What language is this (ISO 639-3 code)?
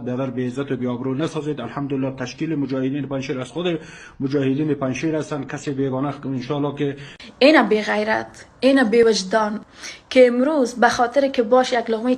fas